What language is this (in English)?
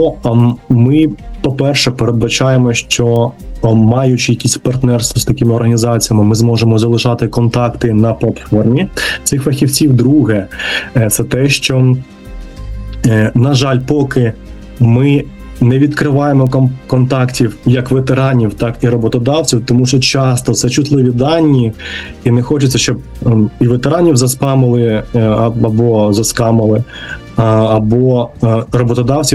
Ukrainian